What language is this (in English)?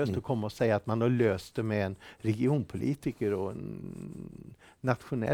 Swedish